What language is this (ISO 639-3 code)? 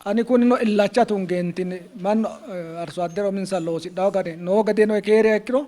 sid